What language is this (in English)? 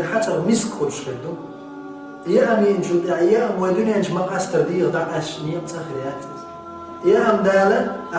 Chechen